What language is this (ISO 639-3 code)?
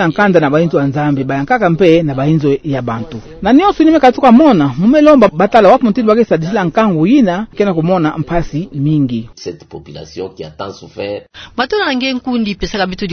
ktu